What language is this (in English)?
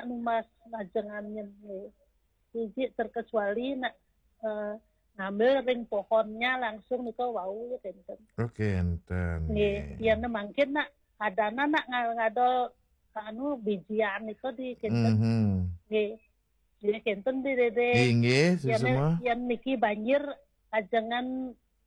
Balinese